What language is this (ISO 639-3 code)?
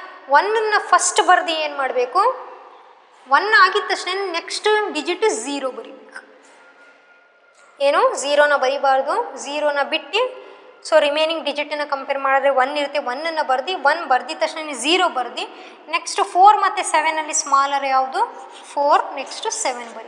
kan